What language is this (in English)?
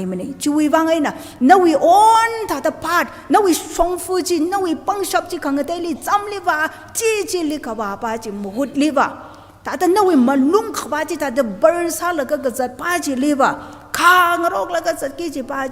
Tangkhul Naga (India)